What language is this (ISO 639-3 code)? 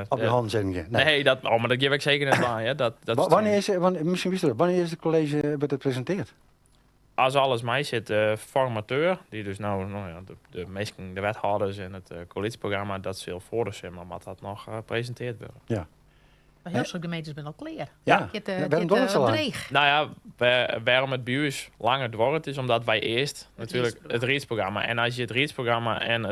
fry